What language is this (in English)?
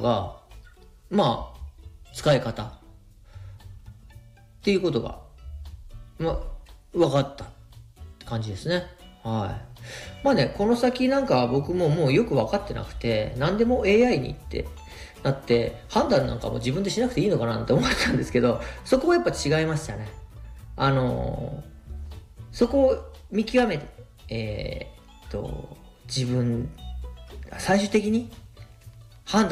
Japanese